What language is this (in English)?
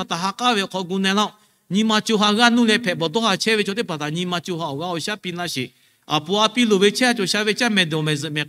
Lahu